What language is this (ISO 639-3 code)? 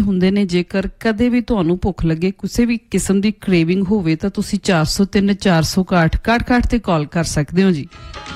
pan